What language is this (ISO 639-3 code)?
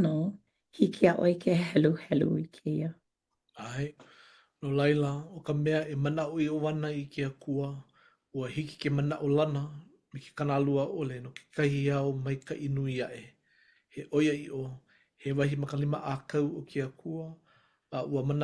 haw